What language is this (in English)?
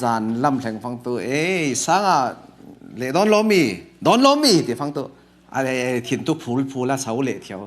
Falam Chin